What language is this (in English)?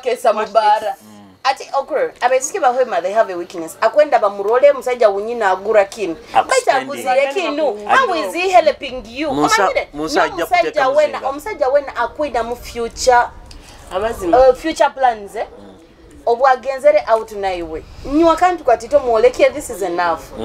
Nyoro